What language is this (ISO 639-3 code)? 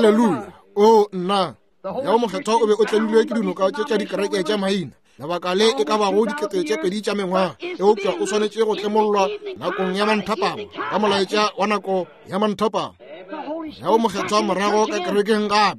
nso